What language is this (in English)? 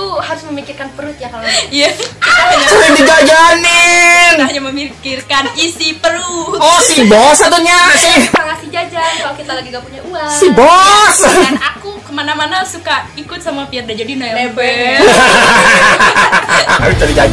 Indonesian